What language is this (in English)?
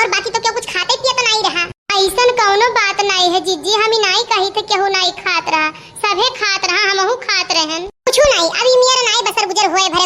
Awadhi